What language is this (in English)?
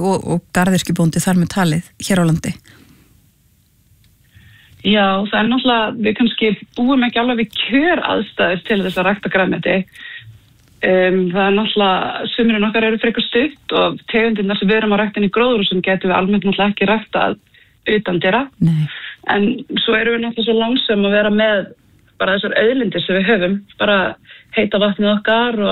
Icelandic